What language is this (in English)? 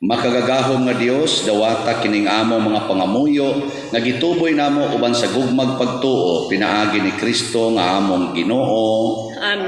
Cebuano